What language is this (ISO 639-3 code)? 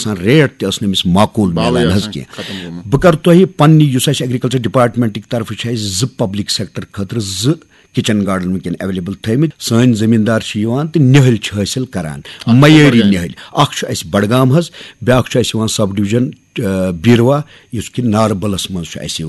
kas